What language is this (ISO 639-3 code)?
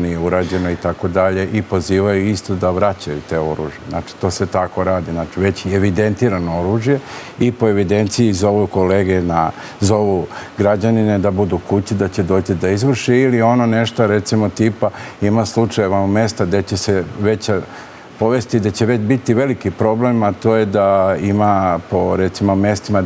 srp